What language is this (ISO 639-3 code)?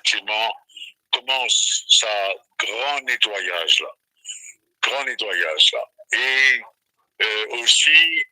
mfe